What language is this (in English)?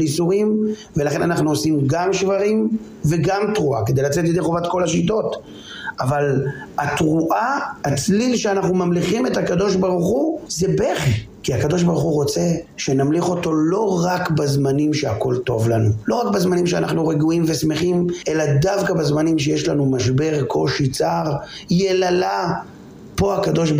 Hebrew